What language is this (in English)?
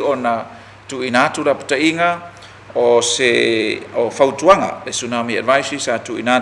Samoan